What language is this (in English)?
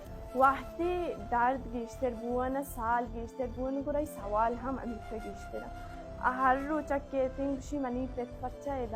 Baluchi